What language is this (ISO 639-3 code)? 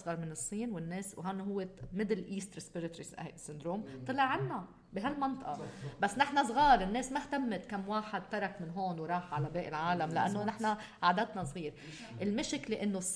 apc